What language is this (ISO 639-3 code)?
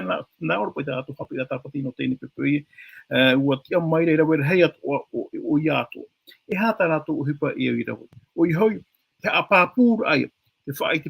tah